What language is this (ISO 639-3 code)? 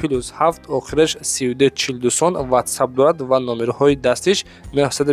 tgk